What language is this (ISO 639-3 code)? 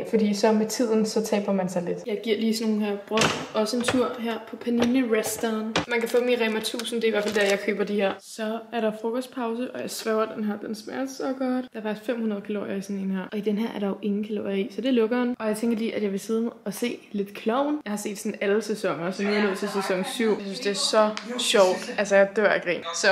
dan